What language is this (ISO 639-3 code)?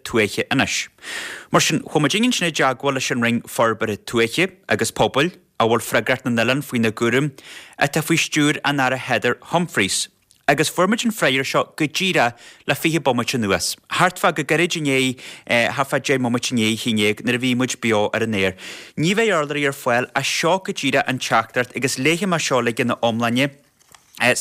gle